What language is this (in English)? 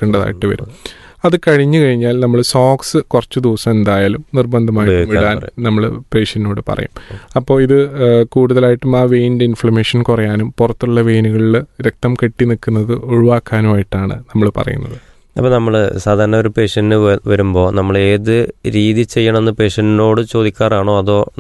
Malayalam